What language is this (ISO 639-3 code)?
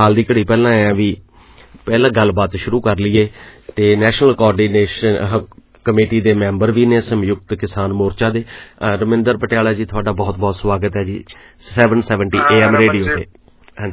pan